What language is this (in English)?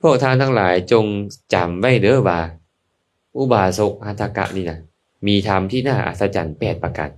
Lao